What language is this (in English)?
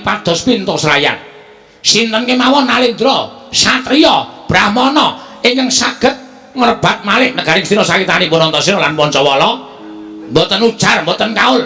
Javanese